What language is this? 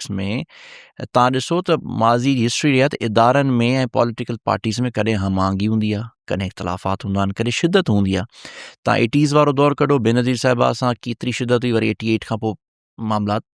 Sindhi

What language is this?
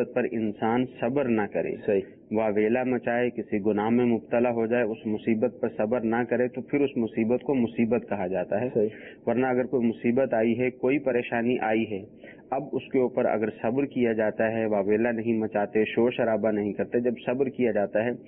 Urdu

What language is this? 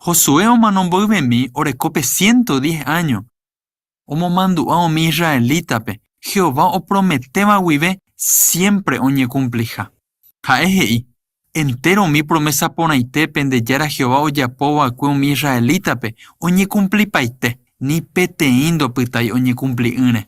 Guarani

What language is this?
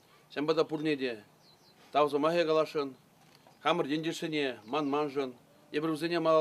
Chuvash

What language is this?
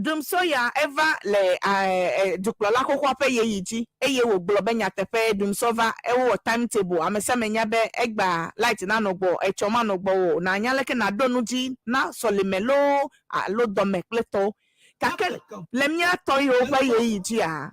Ewe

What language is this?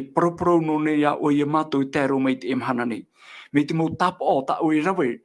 Tahitian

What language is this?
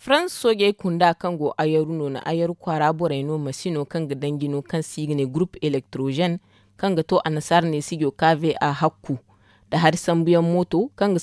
Zarma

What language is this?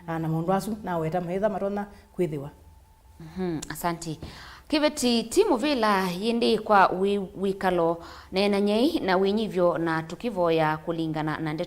Kamba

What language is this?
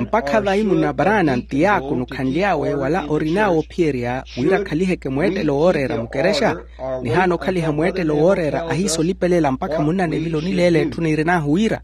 Makhuwa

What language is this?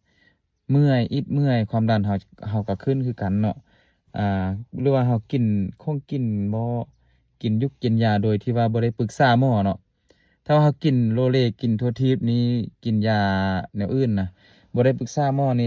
Lao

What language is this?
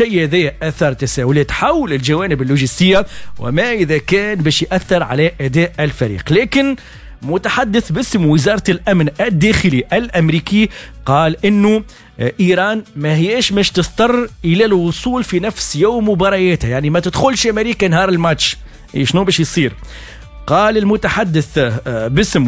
Tunisian Arabic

